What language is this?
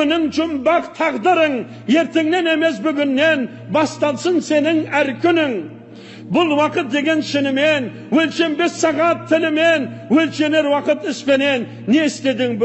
Kazakh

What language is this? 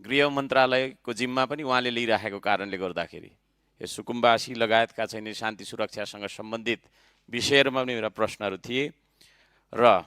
Nepali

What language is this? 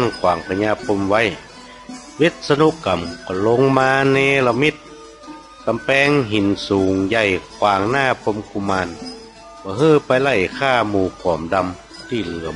Northern Thai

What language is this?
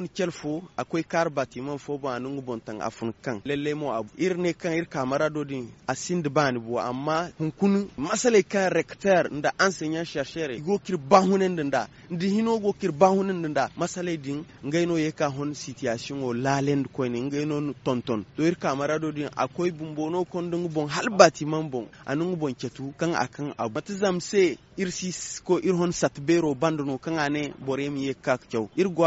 Zarma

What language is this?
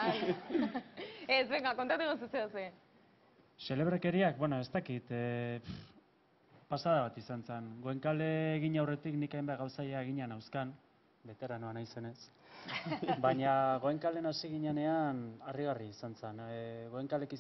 Basque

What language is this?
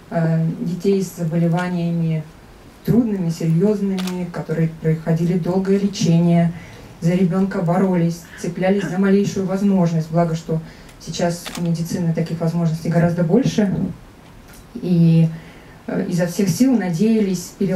Russian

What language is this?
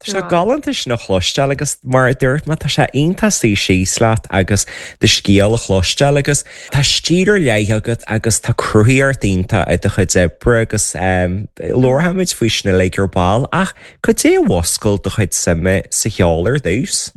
Irish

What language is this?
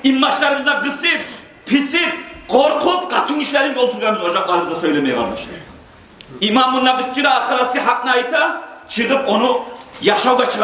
Kumyk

